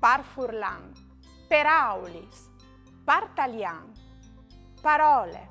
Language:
Friulian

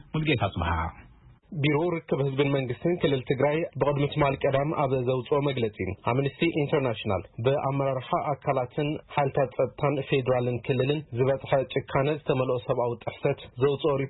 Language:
Tigrinya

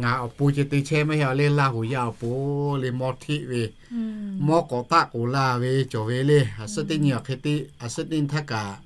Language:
Lahu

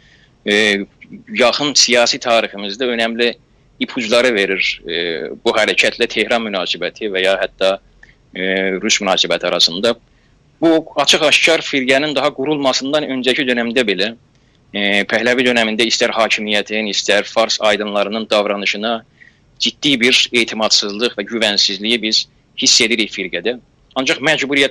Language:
South Azerbaijani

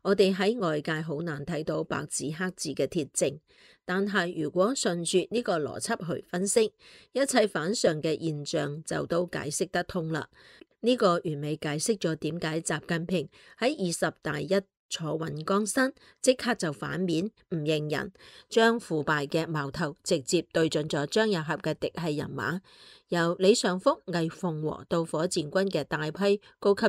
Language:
Cantonese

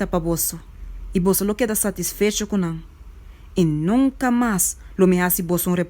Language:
Papiamento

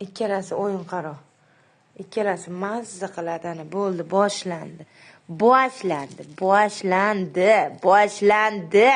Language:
Uzbek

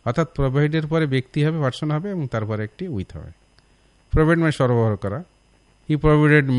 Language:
Bangla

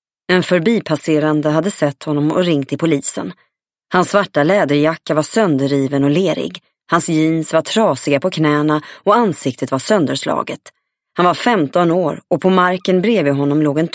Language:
Swedish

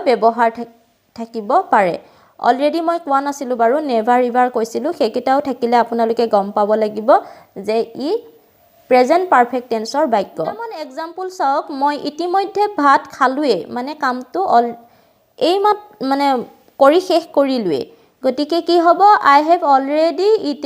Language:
Assamese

